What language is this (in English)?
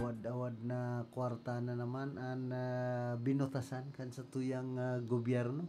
Bikol